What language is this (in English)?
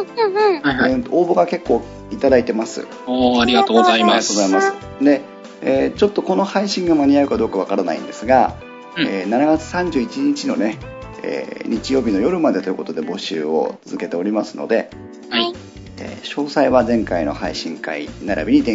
Japanese